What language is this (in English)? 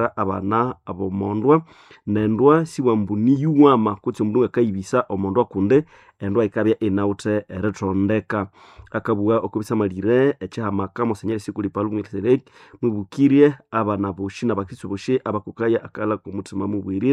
Nande